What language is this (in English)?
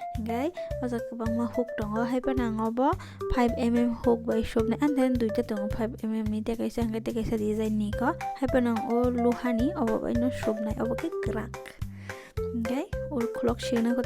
Kok Borok